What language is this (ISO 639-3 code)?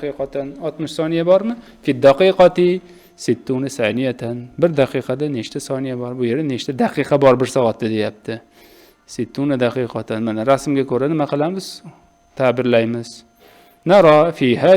uzb